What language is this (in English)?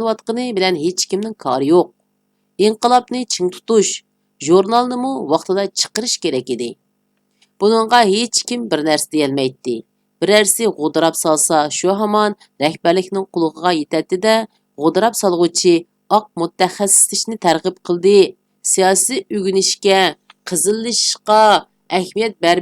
Uyghur